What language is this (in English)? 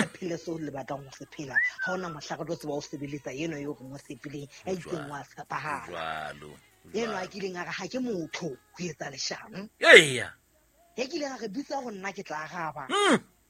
Southern Sotho